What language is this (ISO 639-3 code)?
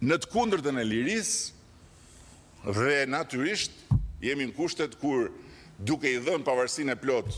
sqi